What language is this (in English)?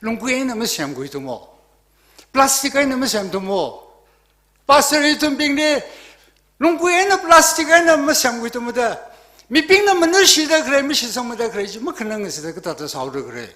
Tangkhul Naga (India)